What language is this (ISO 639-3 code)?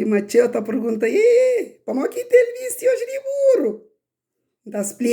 kea